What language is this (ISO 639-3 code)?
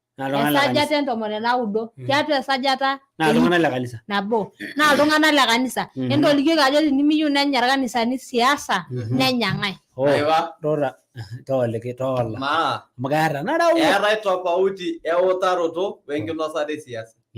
mas